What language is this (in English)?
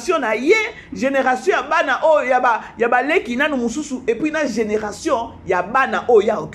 Lingala